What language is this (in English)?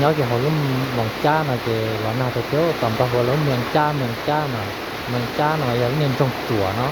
Hmong